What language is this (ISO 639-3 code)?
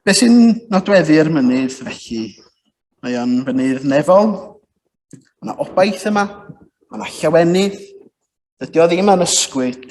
cym